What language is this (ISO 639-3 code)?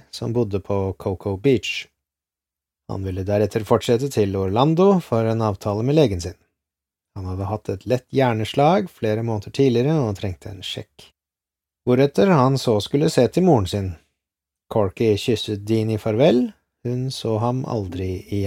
nor